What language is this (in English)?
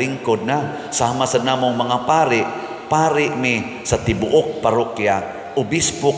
Cebuano